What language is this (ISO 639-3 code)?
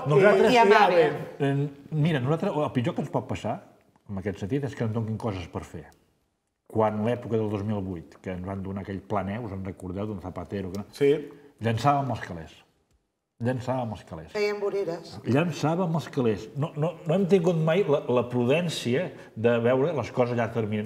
cat